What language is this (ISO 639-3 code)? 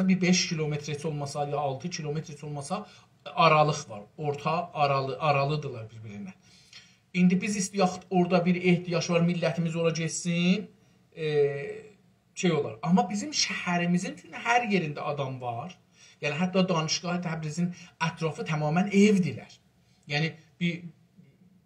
azb